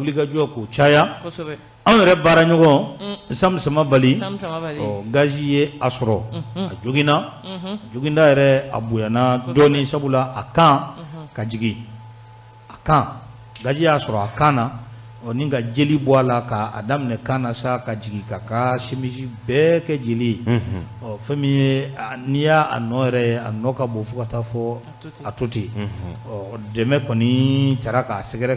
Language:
Bambara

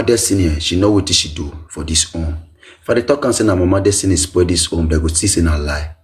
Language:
Nigerian Pidgin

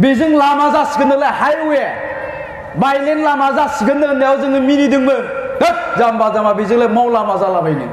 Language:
Bodo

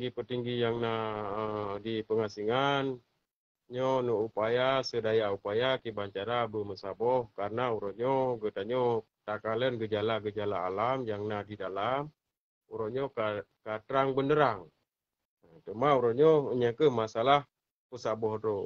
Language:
Achinese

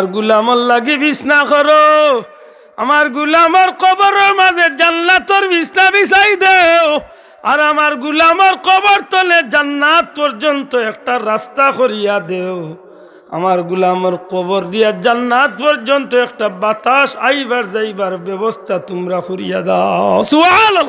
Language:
Sylheti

